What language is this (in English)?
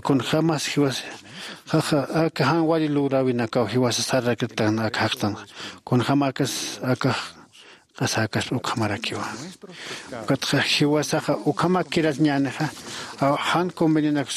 Aymara